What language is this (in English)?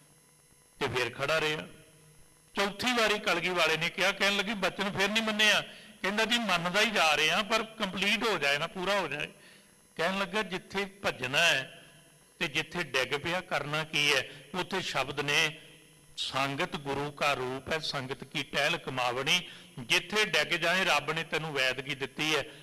Punjabi